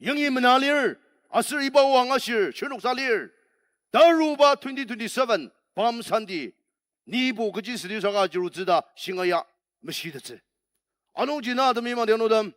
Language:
Ao Naga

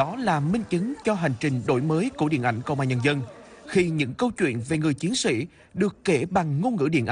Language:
Vietnamese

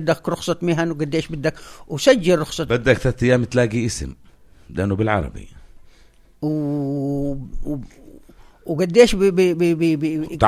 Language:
North Levantine Arabic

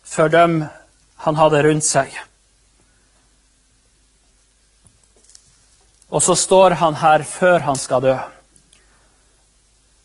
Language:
Norwegian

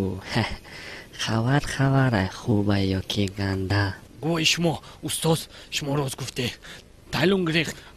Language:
Tajik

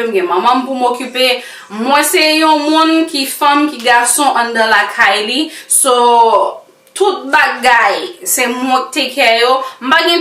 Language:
Haitian Creole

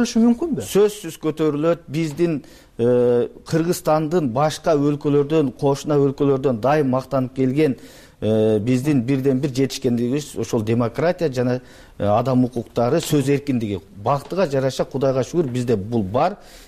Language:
Kyrgyz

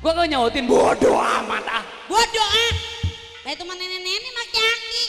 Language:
Betawi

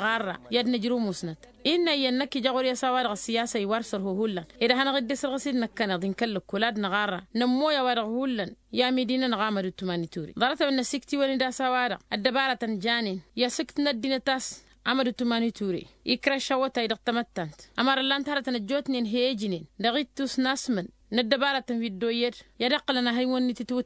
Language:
Tamasheq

